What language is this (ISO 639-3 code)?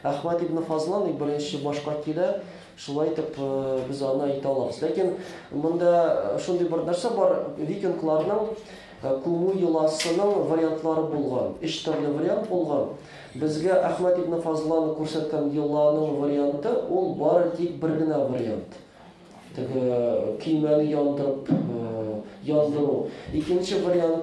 tat